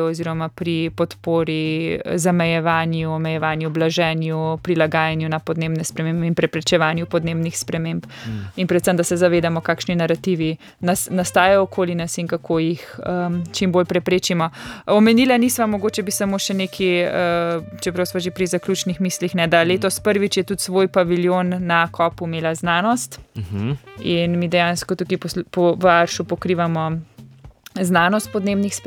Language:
Slovenian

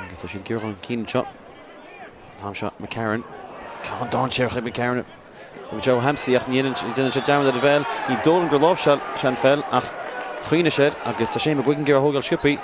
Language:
Irish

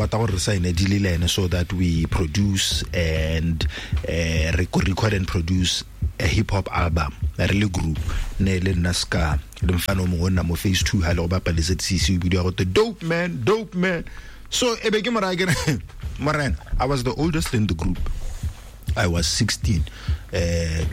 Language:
Tswana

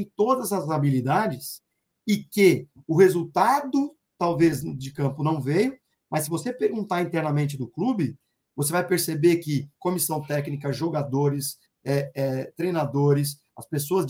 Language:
Portuguese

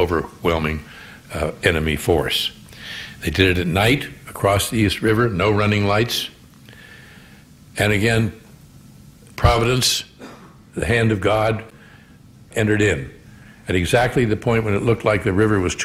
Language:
English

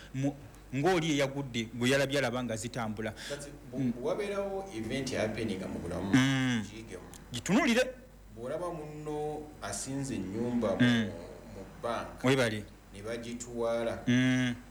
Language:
Ganda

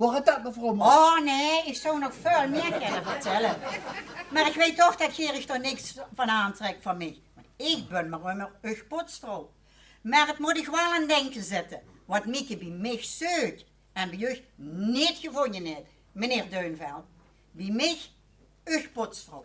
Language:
Limburgish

